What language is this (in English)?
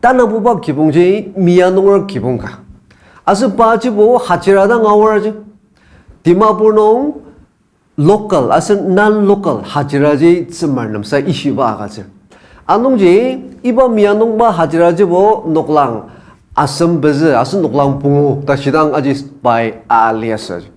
Ao Naga